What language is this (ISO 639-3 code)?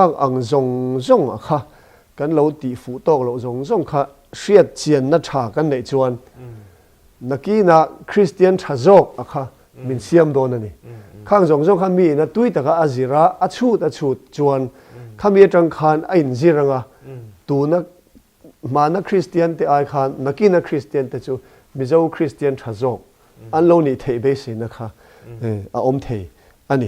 lus